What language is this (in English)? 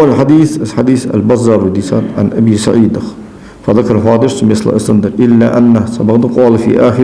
Ingush